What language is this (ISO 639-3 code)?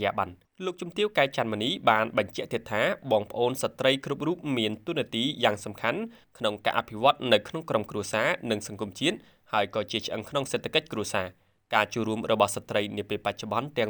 khm